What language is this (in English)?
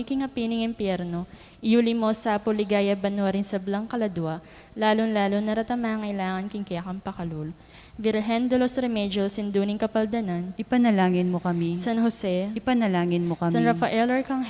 Pampanga